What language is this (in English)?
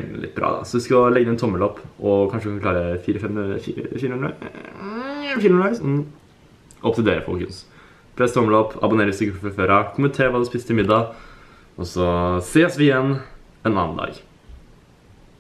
Norwegian